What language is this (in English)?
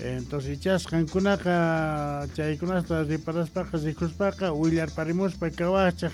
South Bolivian Quechua